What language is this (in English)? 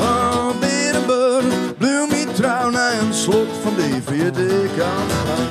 Western Frisian